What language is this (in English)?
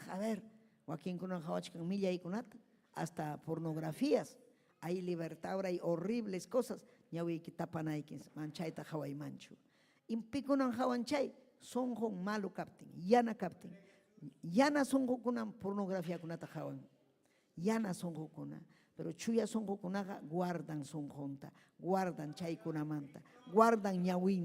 Ayacucho Quechua